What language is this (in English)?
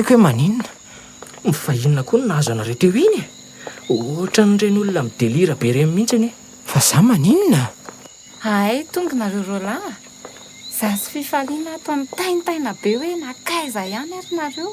Malagasy